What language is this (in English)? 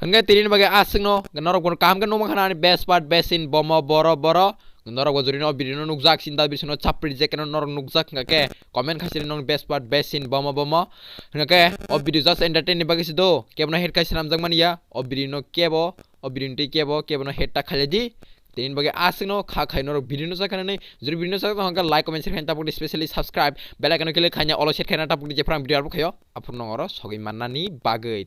Kok Borok